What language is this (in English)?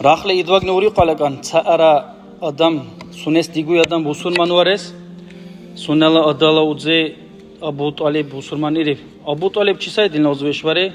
Dargwa